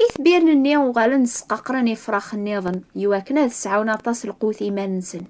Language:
Kabyle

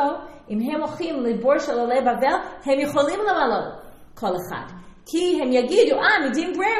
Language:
Hebrew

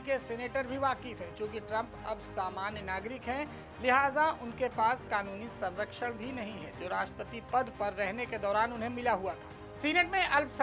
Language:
Hindi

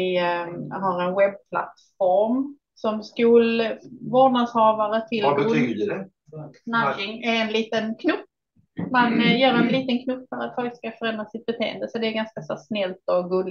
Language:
Swedish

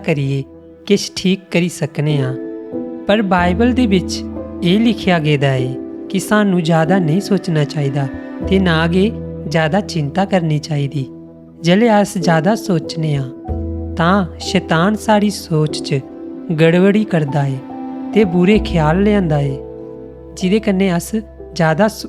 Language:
Dogri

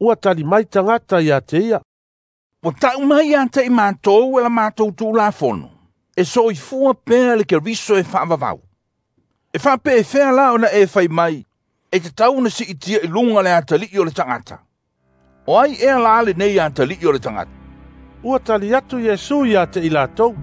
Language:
Samoan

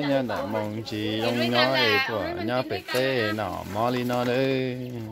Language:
Hmong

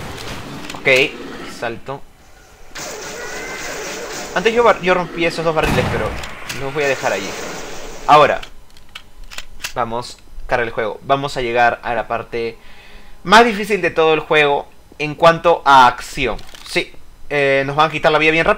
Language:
Spanish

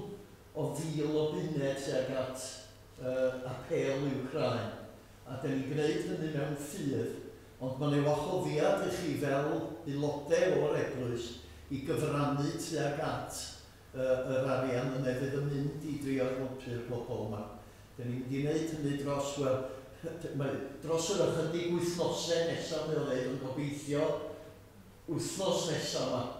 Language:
Welsh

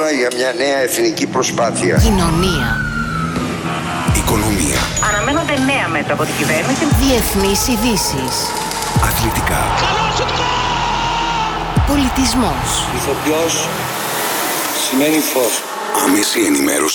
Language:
Greek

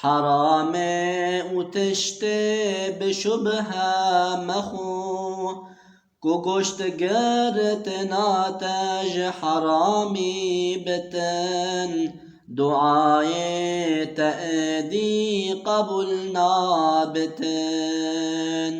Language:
Kurdish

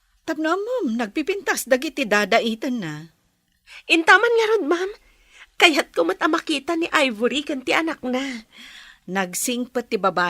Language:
Iloko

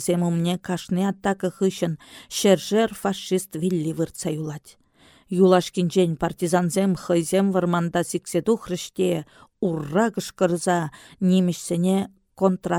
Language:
Chuvash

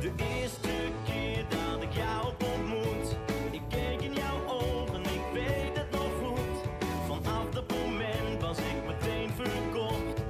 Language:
Western Frisian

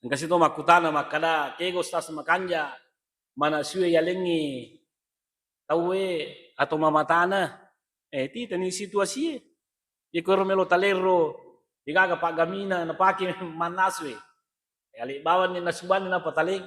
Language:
Buginese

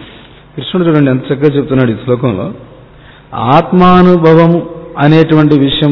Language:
Telugu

